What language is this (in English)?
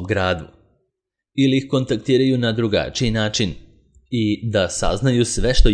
Serbian